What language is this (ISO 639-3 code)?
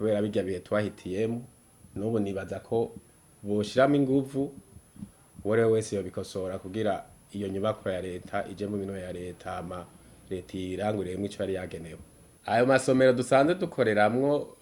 run